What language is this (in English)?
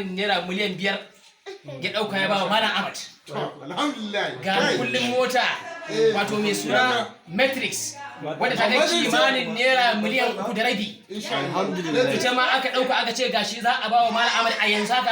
Hausa